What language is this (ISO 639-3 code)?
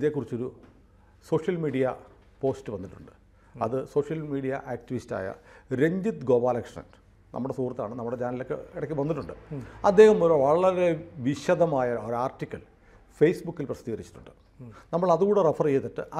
mal